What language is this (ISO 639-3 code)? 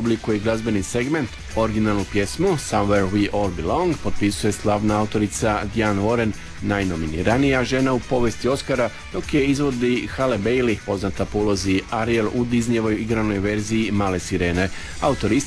hrv